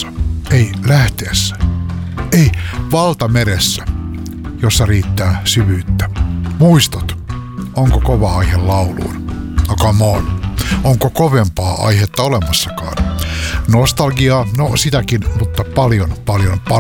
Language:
Finnish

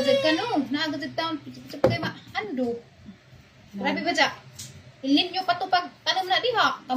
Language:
Cebuano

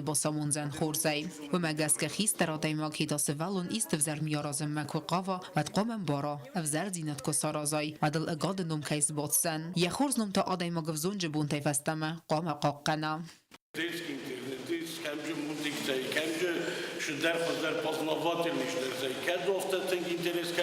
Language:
Ossetic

